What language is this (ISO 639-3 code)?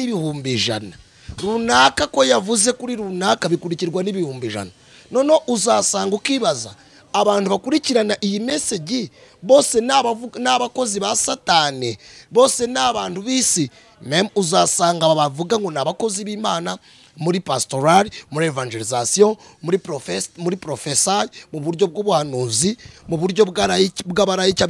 kin